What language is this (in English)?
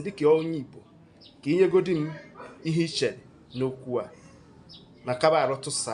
Igbo